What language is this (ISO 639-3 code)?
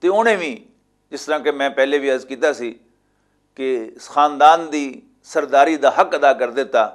lah